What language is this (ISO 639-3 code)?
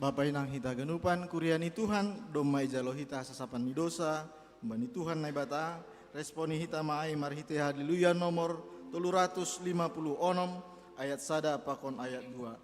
bts